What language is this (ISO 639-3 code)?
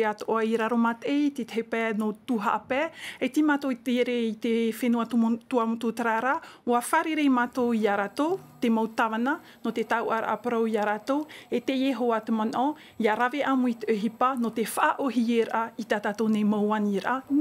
tah